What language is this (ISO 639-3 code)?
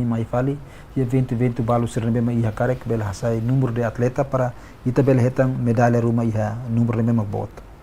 tet